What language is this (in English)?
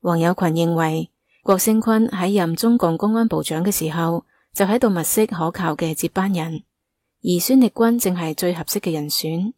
Cantonese